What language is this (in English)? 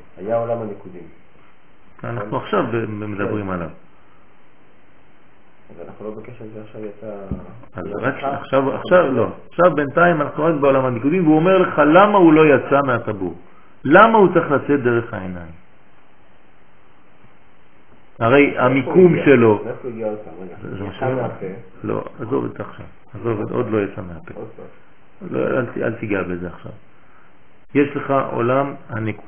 Hebrew